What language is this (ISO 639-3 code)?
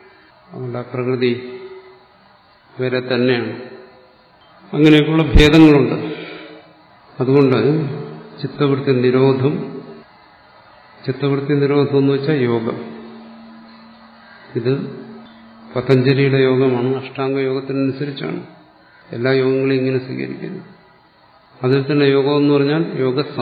mal